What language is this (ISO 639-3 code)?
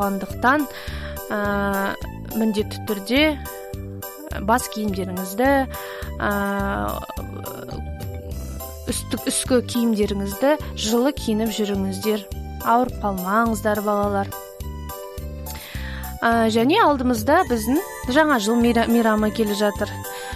kaz